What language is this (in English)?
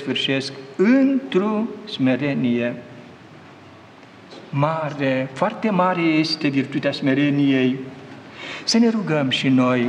Romanian